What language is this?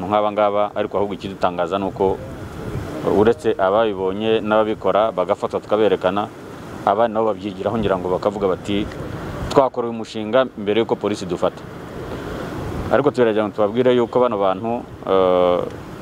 Kinyarwanda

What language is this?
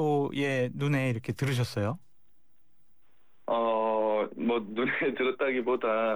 Korean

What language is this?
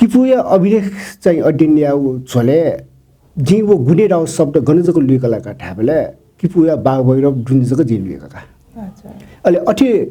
Newari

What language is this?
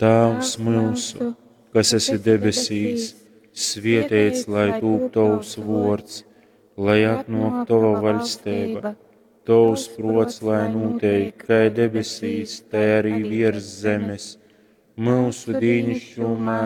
Latgalian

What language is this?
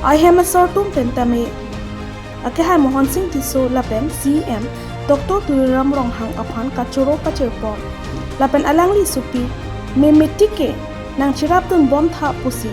Karbi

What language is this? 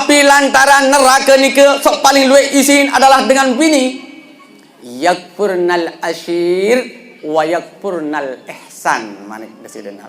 Sasak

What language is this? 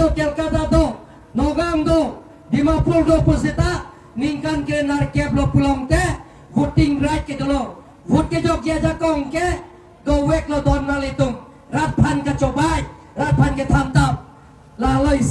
Karbi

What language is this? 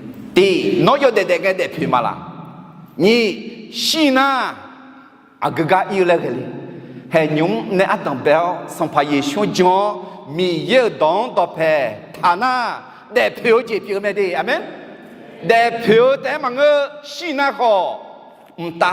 Akha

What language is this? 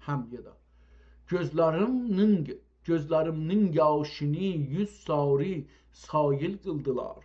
South Azerbaijani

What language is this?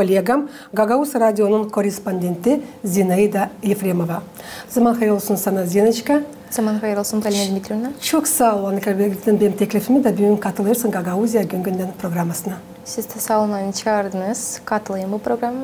Gagauz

